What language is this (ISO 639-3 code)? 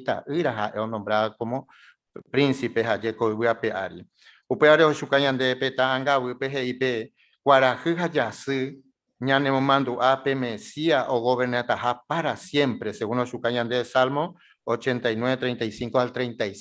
grn